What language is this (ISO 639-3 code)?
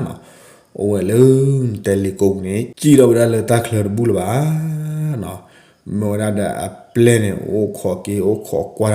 ksw